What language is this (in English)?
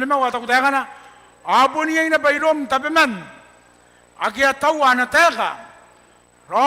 Gilbertese